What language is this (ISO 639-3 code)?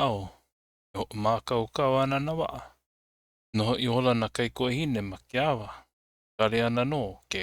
haw